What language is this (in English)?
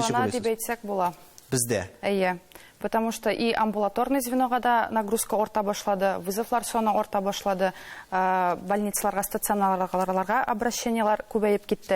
Tatar